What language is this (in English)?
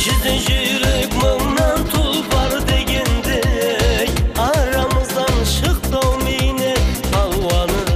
Kara-Kalpak